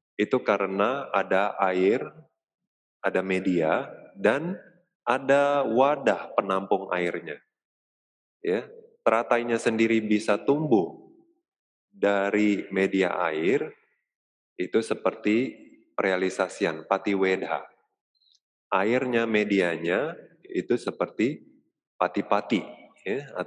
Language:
Indonesian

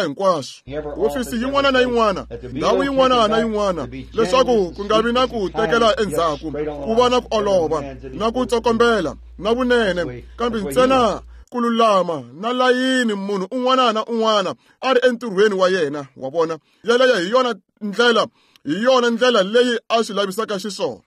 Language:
Tsonga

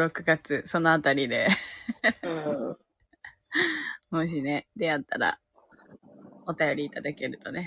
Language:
Japanese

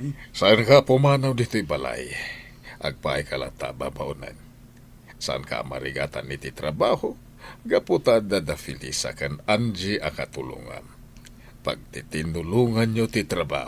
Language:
Iloko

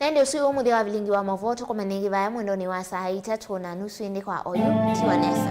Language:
Kamba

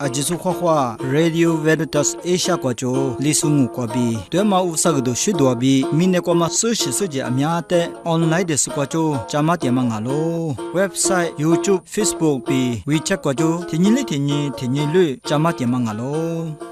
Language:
Lisu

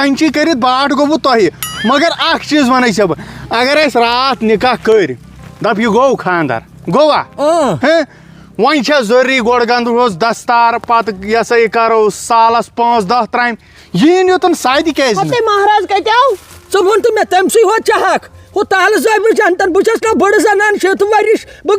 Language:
Kashmiri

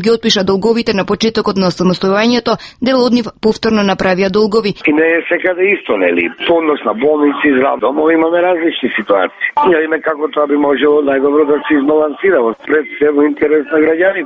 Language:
Macedonian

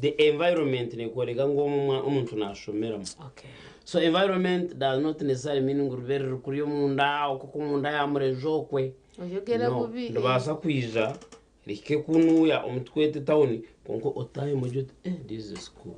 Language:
Nyankole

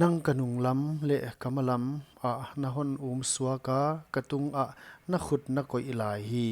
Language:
Paite Chin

